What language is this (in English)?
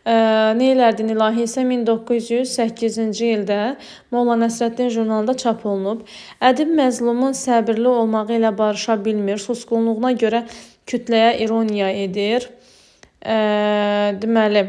Azerbaijani